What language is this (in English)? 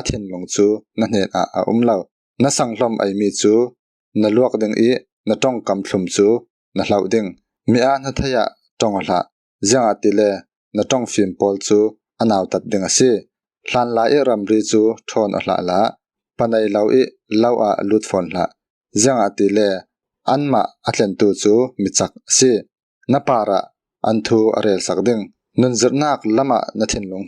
Falam Chin